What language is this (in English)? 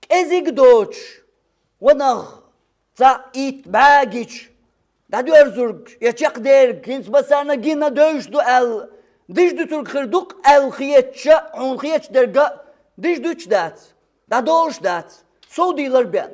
Chechen